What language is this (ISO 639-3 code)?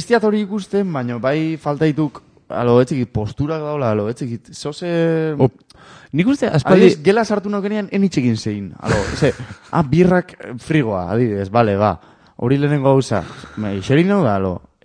eus